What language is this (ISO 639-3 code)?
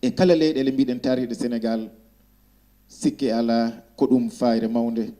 ful